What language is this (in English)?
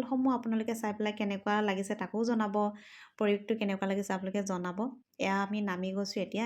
Assamese